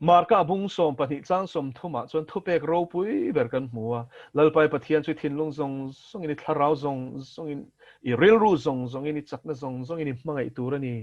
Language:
Mizo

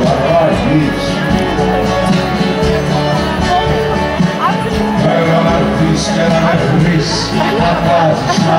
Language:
Greek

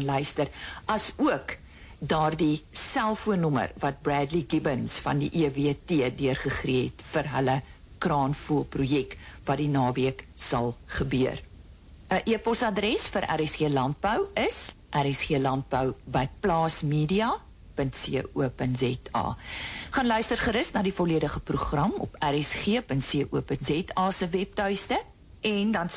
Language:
Afrikaans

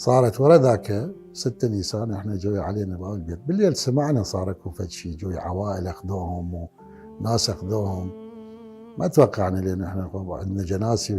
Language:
Mesopotamian Arabic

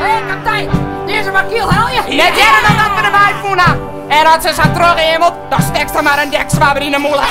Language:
Western Frisian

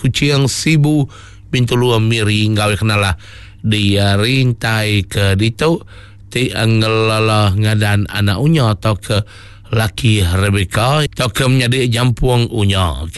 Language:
Iban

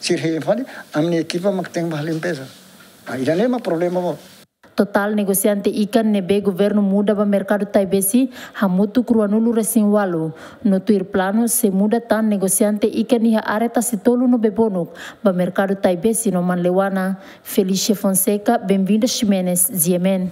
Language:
Tetum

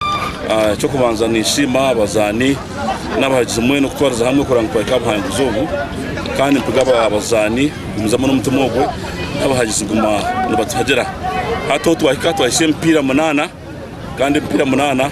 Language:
Nyankole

